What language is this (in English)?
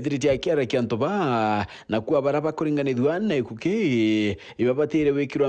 Meru